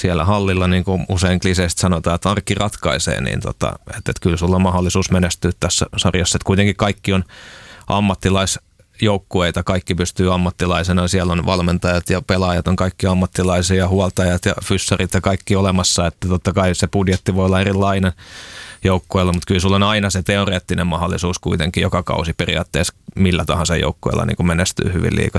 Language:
Finnish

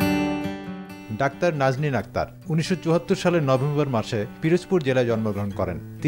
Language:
Bangla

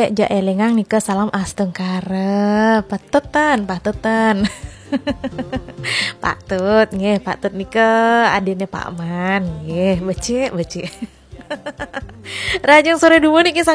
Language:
Balinese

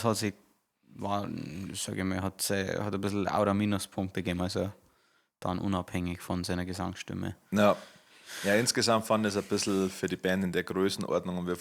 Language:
Bavarian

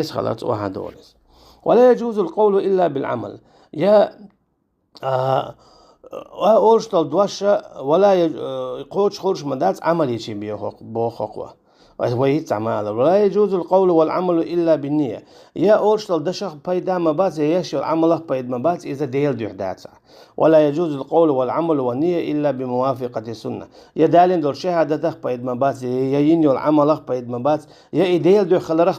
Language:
Chechen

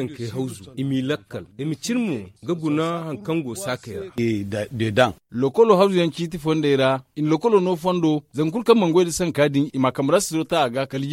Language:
Zarma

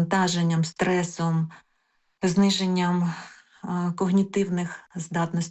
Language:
Ukrainian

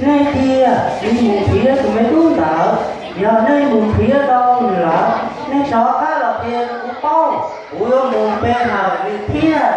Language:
Hmong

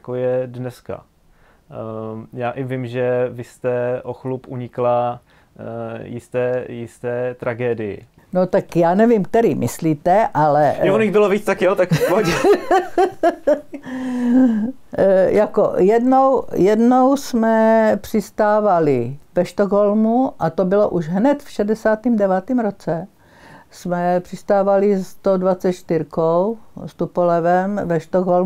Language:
Czech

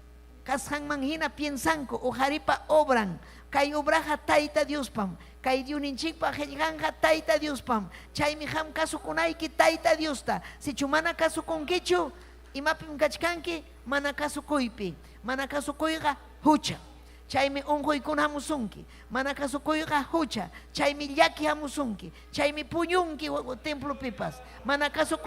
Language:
Ayacucho Quechua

